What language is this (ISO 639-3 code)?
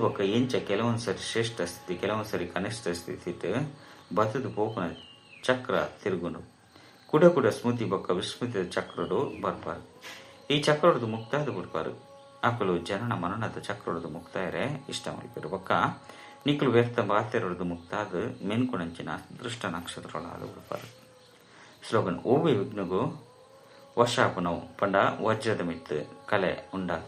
tcy